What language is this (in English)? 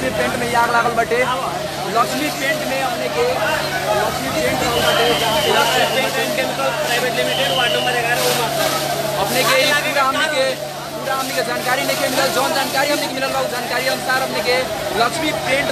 Bhojpuri